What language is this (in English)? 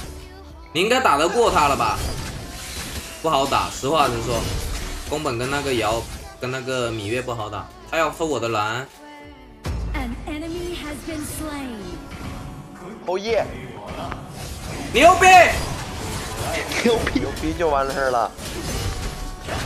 Chinese